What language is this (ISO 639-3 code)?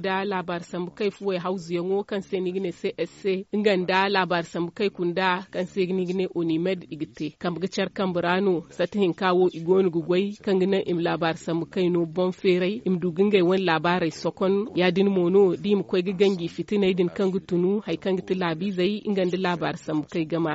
dje